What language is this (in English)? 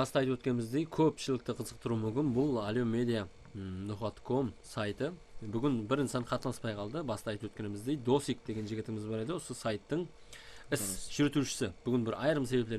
Kara-Kalpak